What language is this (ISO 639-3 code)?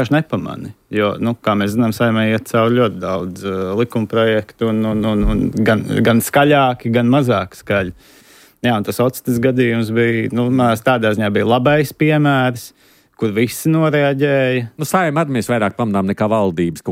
lav